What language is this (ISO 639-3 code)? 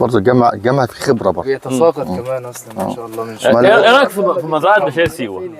arz